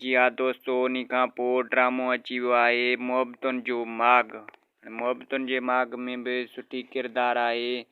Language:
Sindhi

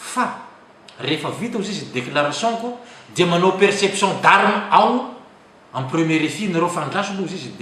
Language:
Malagasy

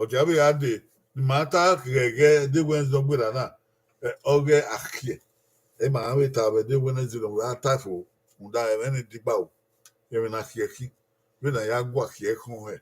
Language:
Bini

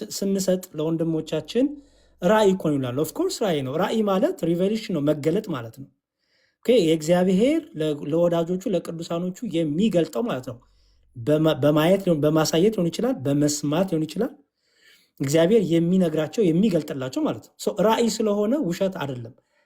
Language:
Amharic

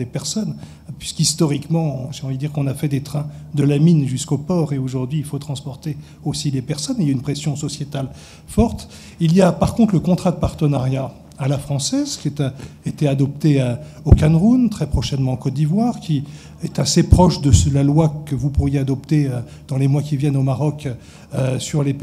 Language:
French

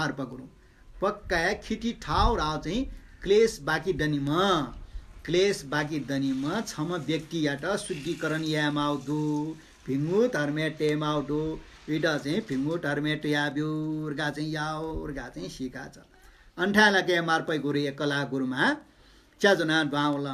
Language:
Newari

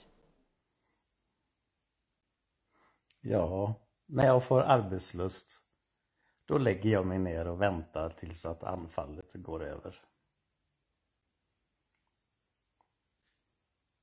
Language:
Swedish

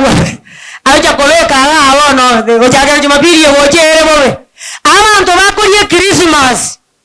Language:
Gusii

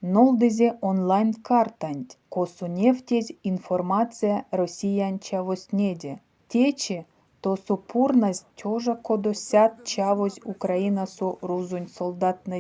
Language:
Erzya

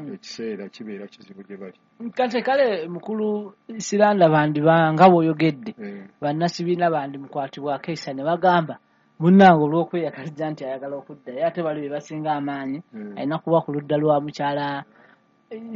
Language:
Ganda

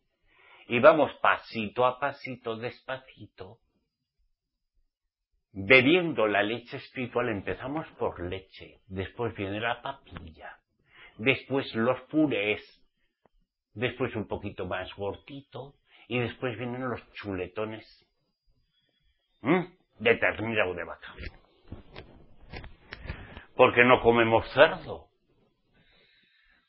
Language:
Spanish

